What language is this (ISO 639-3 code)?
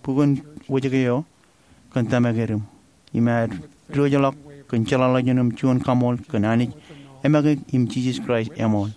mah